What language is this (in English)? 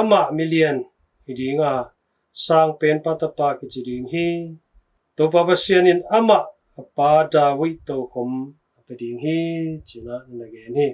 Tedim Chin